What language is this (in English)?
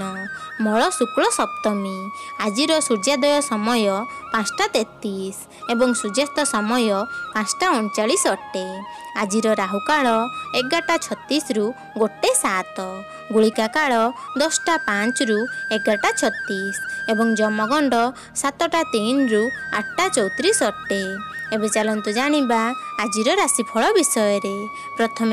Odia